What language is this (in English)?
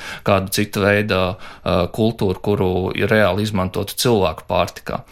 Latvian